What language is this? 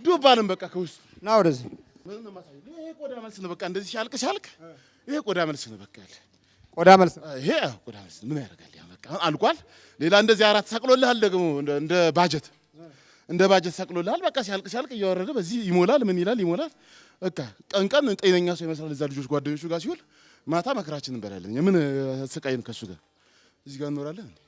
Amharic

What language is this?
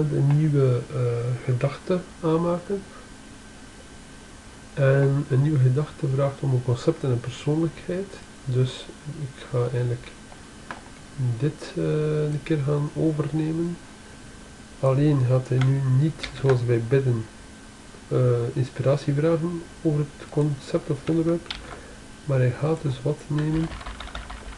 Dutch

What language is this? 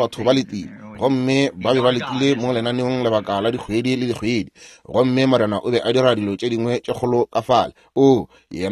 Northern Sotho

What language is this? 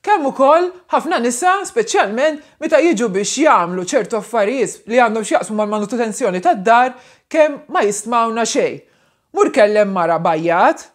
Maltese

